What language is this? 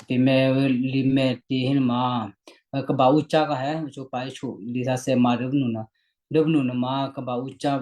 Western Kayah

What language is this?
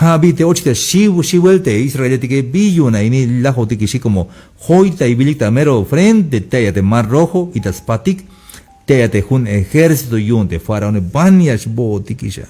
Tzeltal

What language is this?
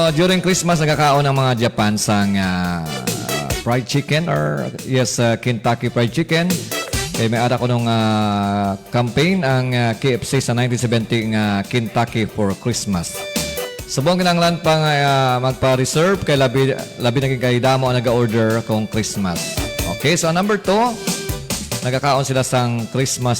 Hiligaynon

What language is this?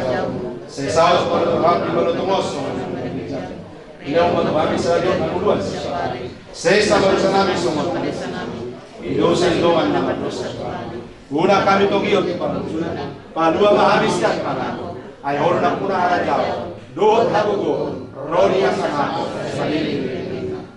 Batak Toba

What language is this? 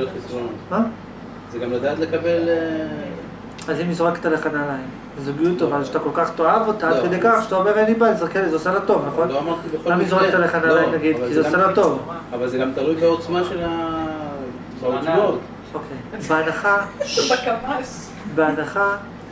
Hebrew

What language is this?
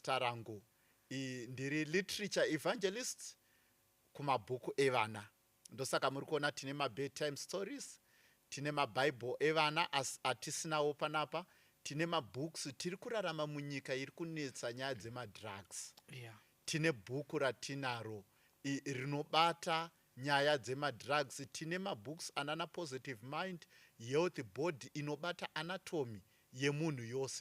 Shona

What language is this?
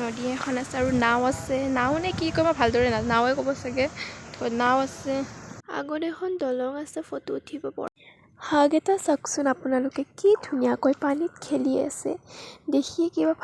Assamese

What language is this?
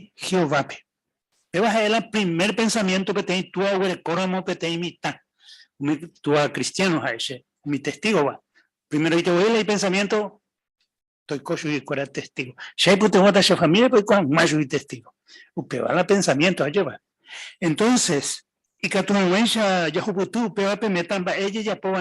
Guarani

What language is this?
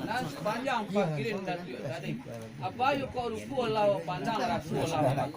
Minangkabau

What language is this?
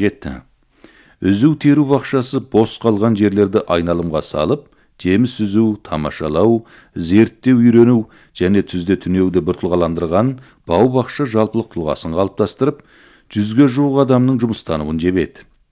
Kazakh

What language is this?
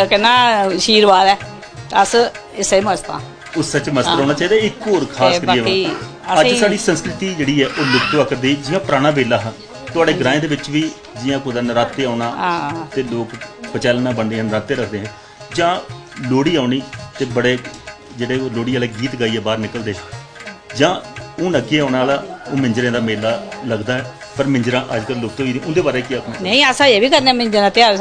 Dogri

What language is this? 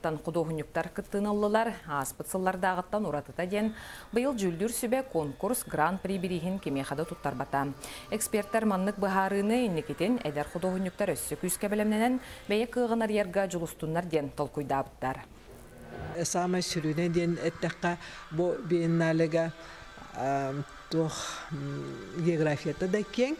Yakut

